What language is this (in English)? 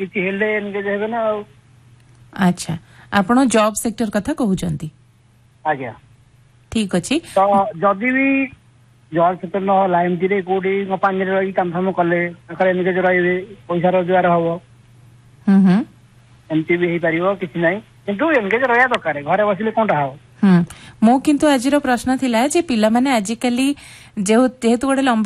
Odia